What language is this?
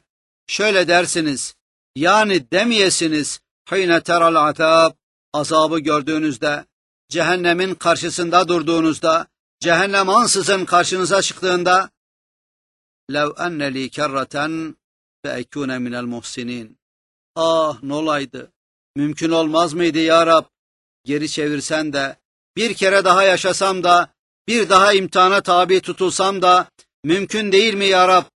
Turkish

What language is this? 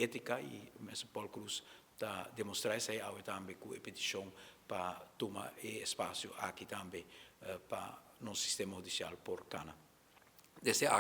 Papiamento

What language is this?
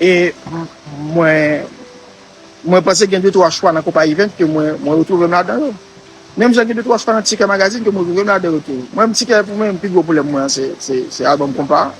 Haitian Creole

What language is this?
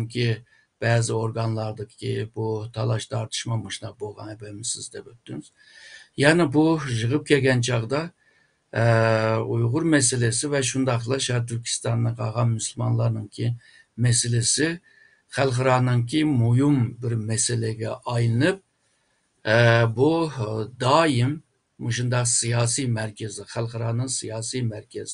Uyghur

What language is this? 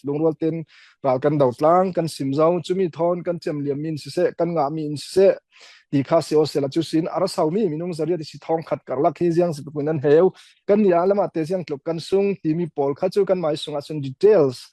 Falam Chin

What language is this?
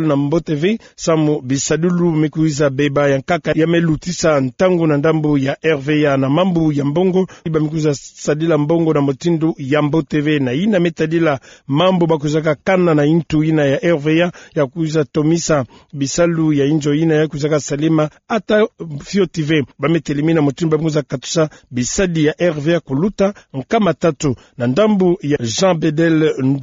Kituba (Democratic Republic of Congo)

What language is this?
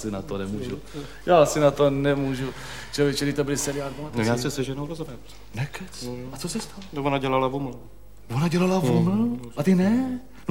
Czech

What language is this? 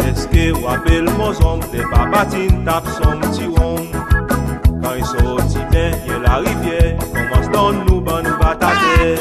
Seselwa Creole French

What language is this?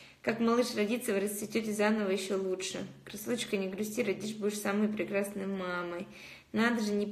Russian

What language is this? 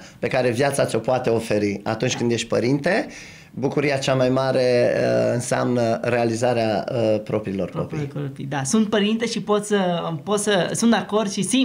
Romanian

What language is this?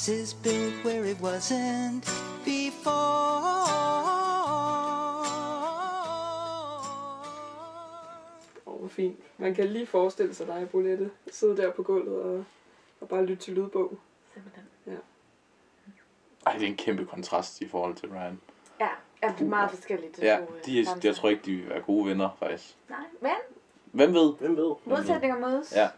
Danish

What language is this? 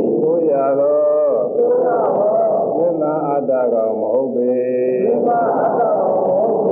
Burmese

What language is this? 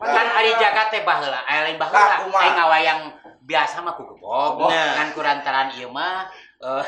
Sundanese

